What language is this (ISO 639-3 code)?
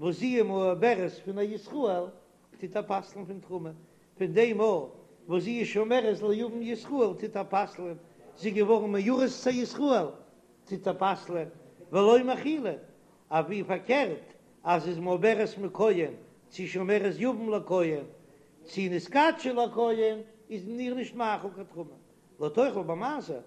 yid